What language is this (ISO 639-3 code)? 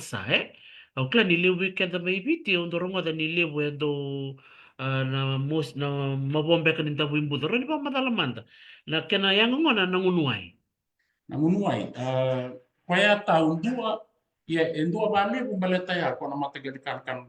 fij